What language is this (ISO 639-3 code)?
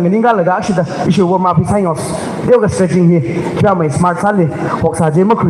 nmf